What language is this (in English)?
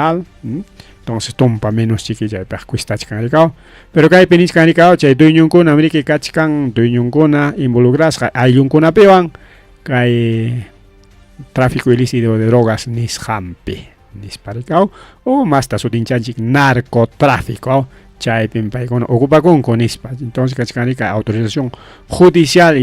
Ayacucho Quechua